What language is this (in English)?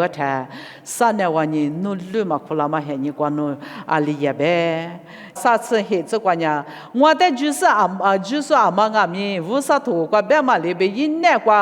Lisu